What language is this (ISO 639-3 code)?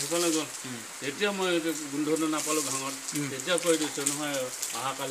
asm